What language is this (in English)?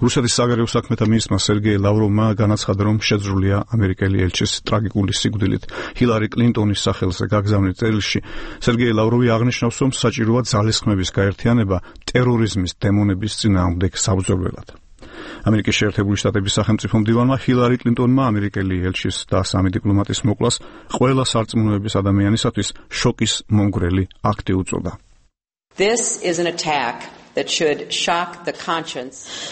Georgian